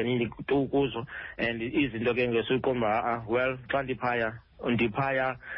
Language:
Xhosa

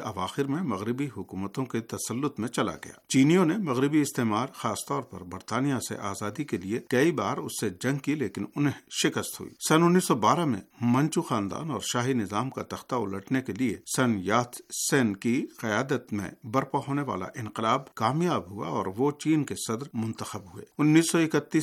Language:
Urdu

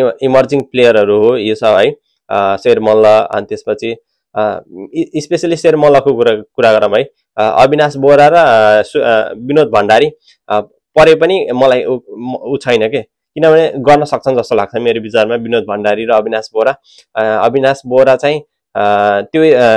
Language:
Nepali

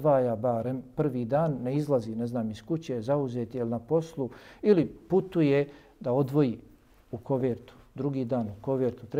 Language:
Bosnian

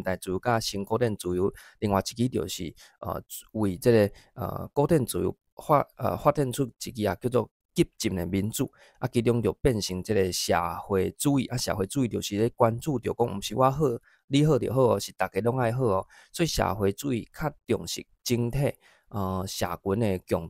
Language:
Min Nan Chinese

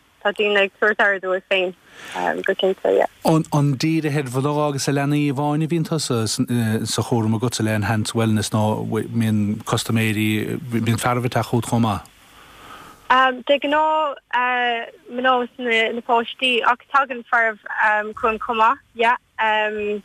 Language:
Irish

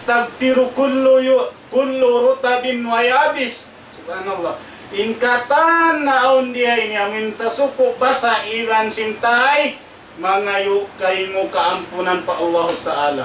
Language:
Tausug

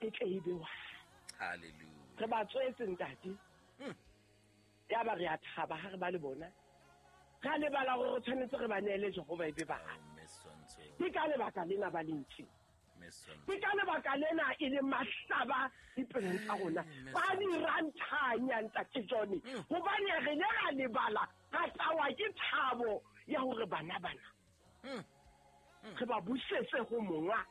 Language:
Southern Sotho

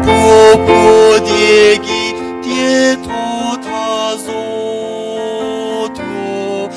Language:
Angami Naga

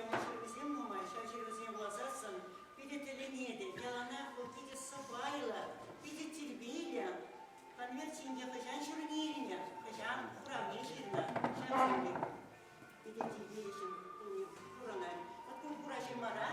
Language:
Chuvash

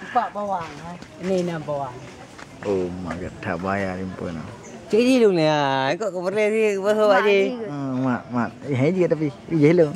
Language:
Achinese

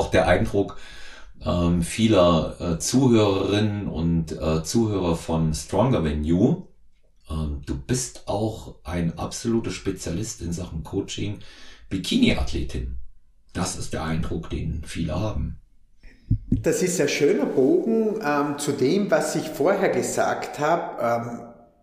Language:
German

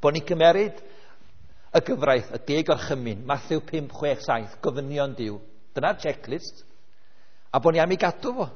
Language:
Welsh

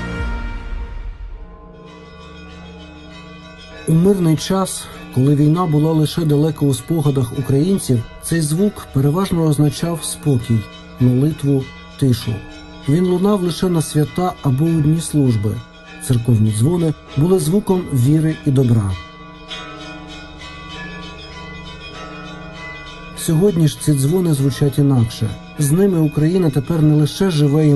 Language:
Ukrainian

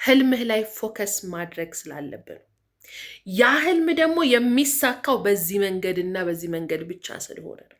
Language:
Amharic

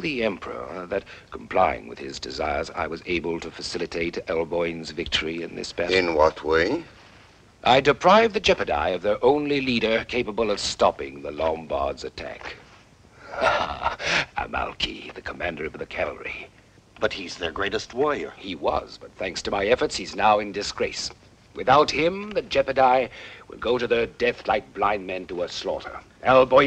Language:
English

